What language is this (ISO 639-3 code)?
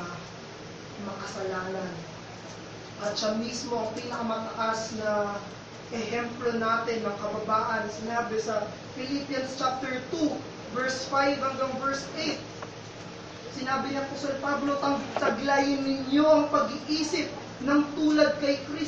fil